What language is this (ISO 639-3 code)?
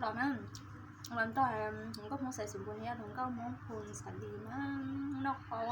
hmn